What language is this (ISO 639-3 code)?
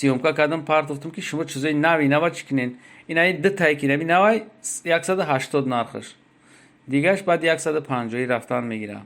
tgk